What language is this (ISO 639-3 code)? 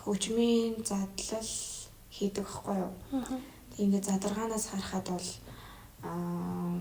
mon